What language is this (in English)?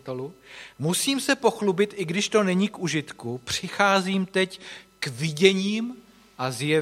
Czech